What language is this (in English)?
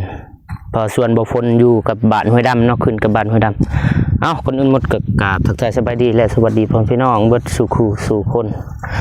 Lao